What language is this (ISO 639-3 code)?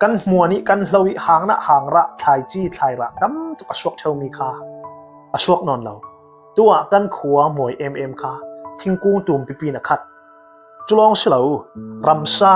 cfm